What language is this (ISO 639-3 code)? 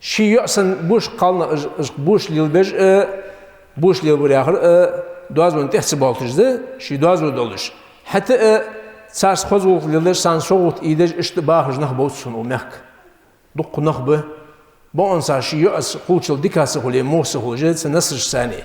inh